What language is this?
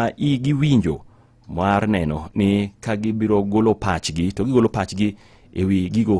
Luo (Kenya and Tanzania)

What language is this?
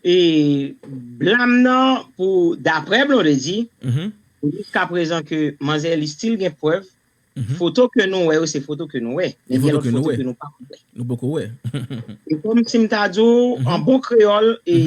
Haitian Creole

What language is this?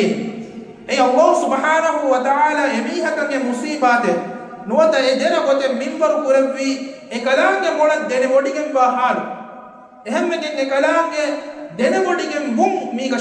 Divehi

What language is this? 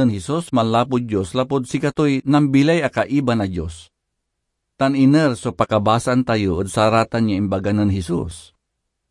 Pangasinan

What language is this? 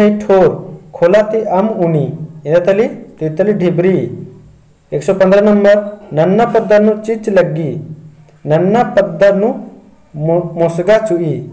Kurukh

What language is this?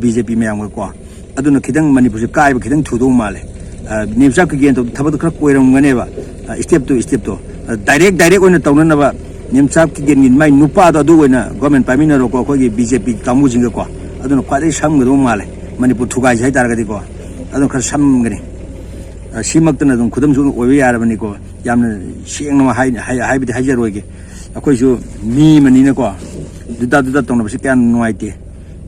Manipuri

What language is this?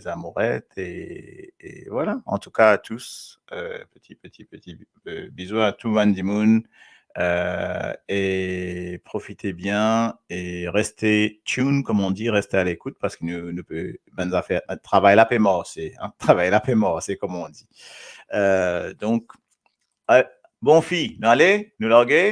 Morisyen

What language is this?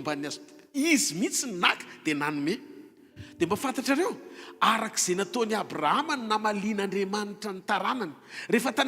Malagasy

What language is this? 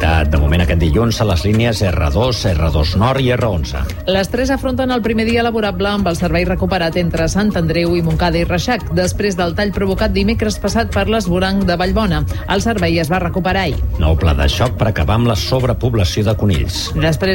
Catalan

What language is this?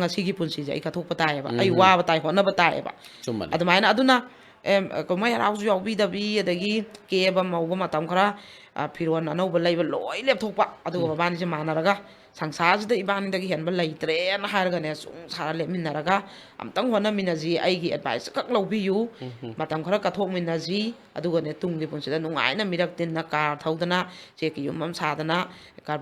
Manipuri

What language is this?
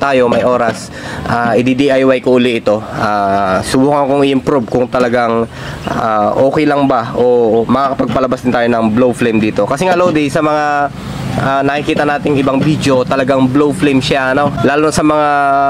Filipino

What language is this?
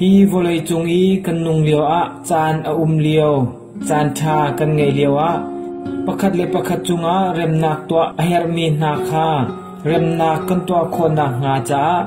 Hakha Chin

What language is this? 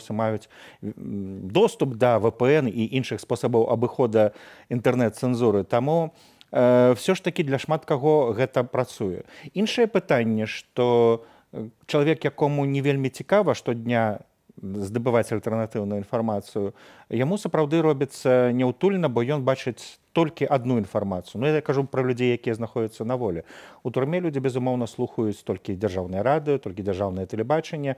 Belarusian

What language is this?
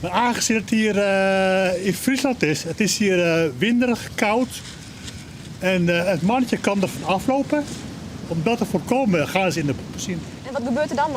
Western Frisian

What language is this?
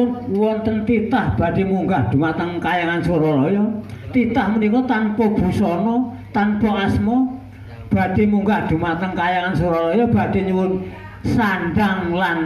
Javanese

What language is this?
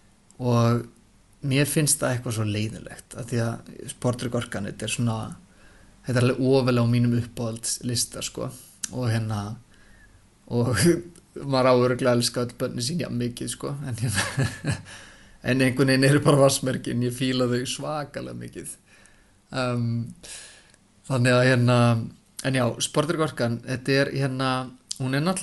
Icelandic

